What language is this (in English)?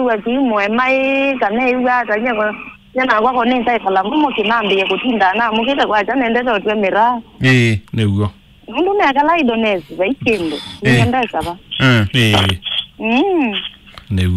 Kamba